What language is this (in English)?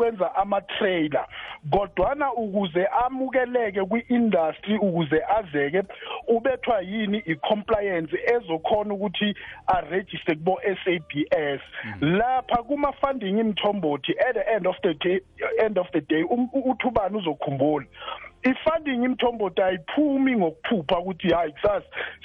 South Ndebele